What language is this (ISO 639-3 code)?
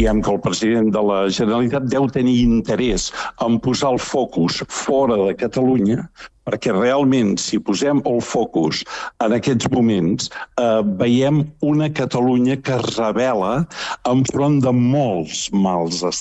cat